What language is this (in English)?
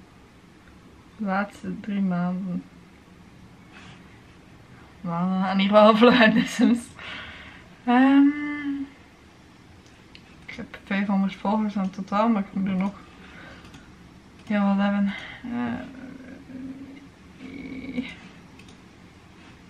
Dutch